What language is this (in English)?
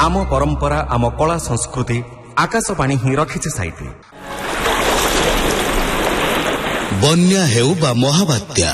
Odia